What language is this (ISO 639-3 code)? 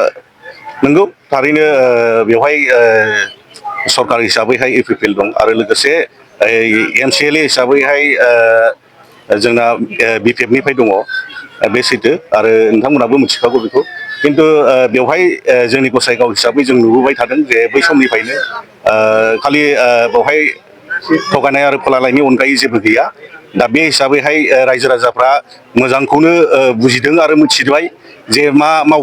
brx